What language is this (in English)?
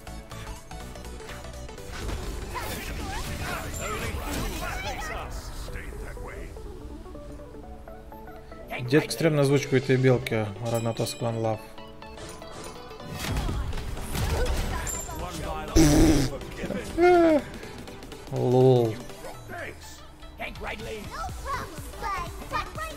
Russian